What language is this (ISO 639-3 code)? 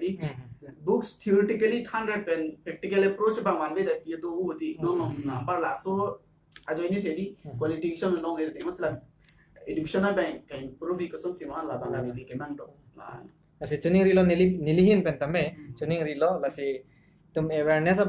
mjw